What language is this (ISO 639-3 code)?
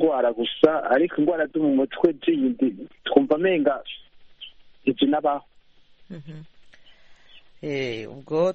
kin